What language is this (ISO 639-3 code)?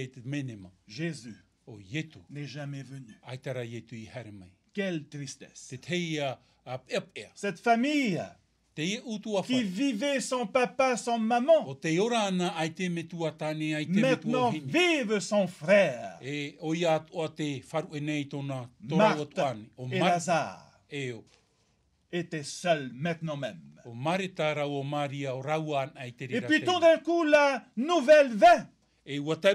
tah